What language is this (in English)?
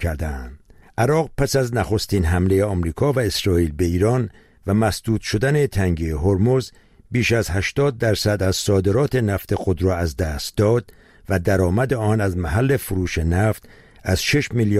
Persian